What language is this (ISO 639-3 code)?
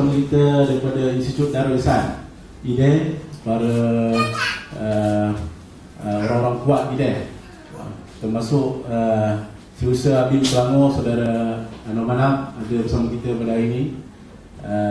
msa